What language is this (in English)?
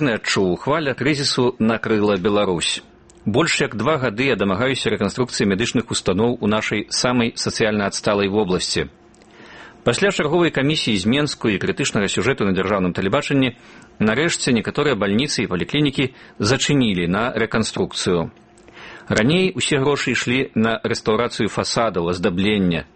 Belarusian